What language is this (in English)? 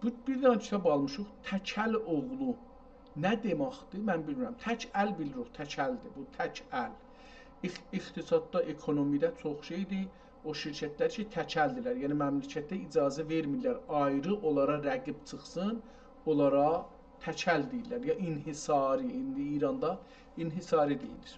South Azerbaijani